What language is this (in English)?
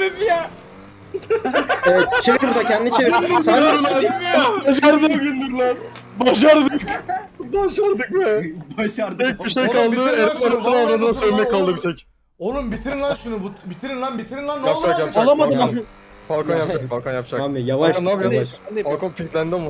Turkish